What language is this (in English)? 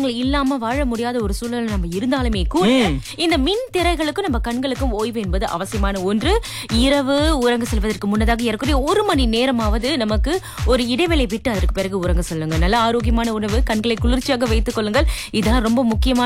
Tamil